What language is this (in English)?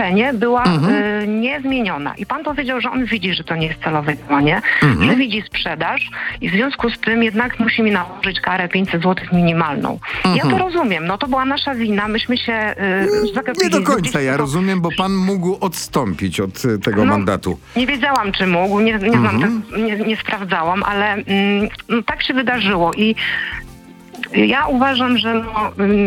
Polish